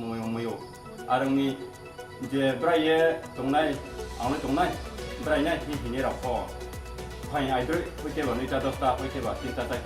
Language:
Riang (India)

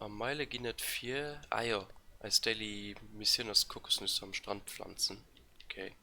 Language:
Luxembourgish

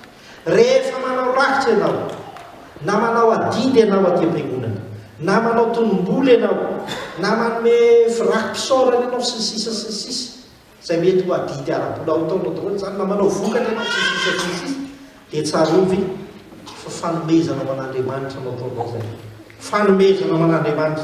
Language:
Malagasy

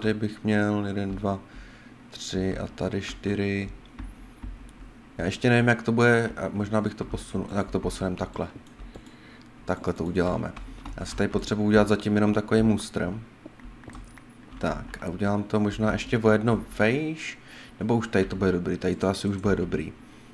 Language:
Czech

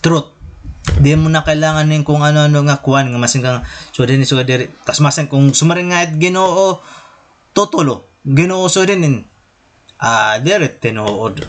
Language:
Waray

